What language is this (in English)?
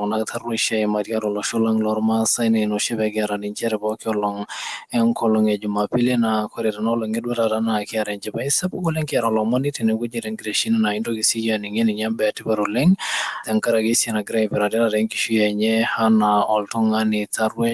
Masai